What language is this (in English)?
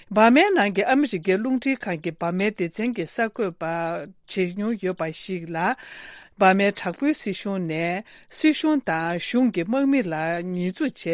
Tibetan